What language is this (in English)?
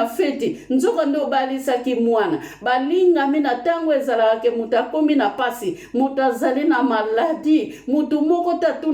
Lingala